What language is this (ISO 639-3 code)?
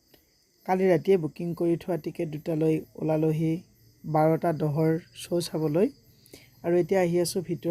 asm